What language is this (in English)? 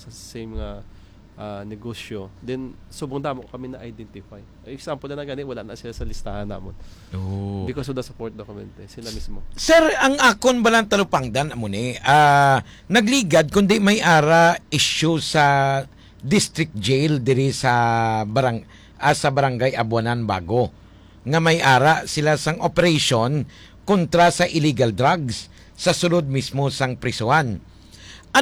Hiligaynon